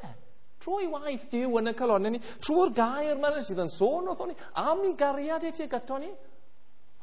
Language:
Welsh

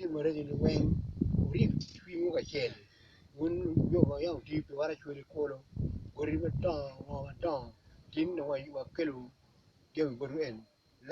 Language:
Acoli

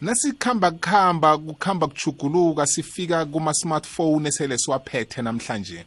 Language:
South Ndebele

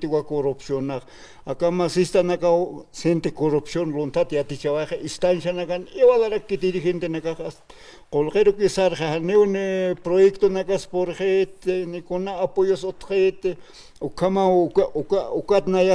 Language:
Aymara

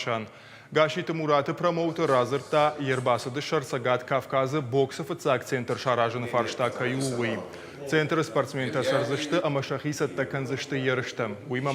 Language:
Ossetic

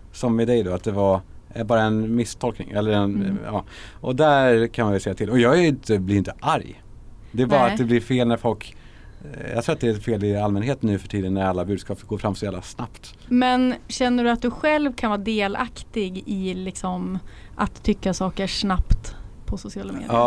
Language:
Swedish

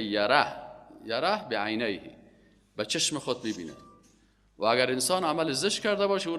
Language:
Persian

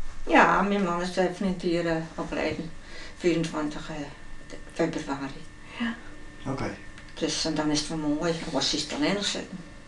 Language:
Western Frisian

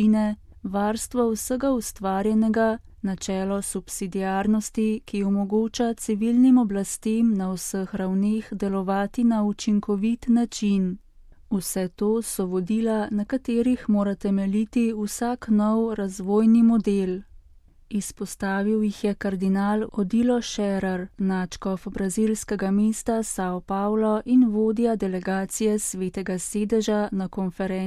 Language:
Slovenian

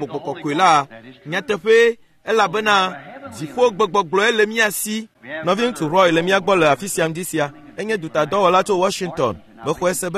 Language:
Ewe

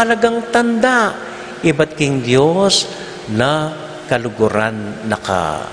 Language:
Pampanga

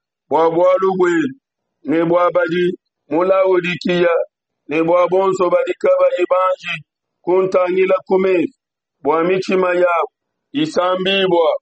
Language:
Luba-Lulua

